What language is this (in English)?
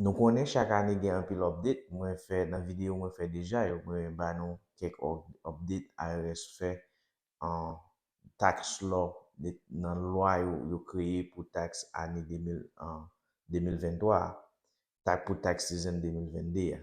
Haitian Creole